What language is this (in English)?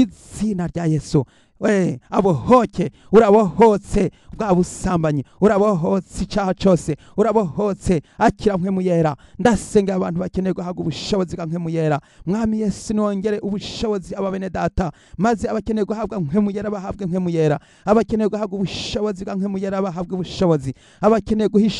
Rundi